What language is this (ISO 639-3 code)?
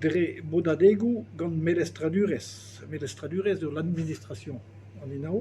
bre